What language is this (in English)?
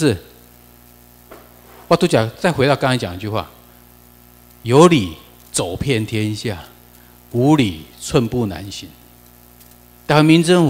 Chinese